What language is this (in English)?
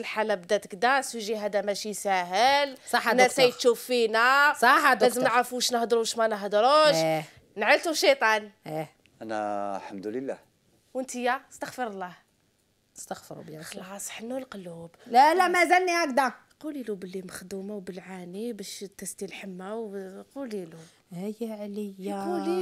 Algerian Arabic